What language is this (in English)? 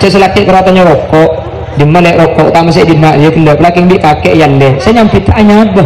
Madurese